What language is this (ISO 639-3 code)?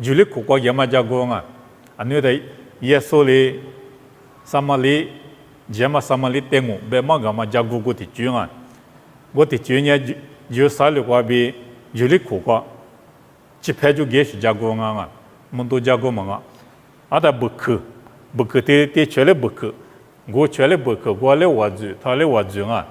lis